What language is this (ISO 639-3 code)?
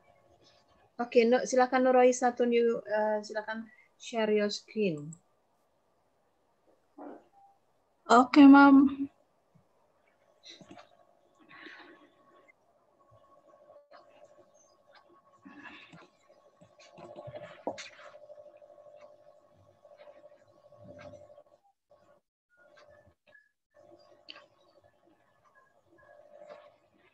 ind